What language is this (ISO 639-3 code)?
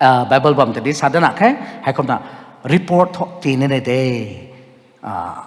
nbu